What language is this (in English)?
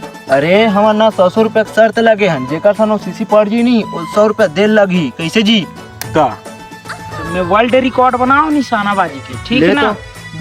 Chhattisgarhi